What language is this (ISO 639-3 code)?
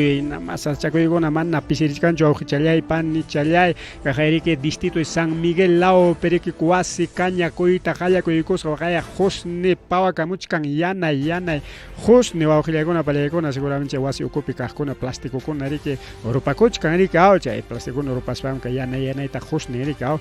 quy